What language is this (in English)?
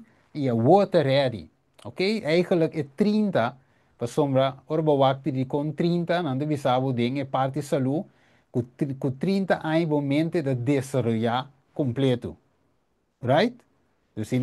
Papiamento